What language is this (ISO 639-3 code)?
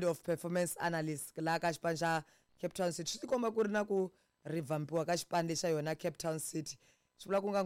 tso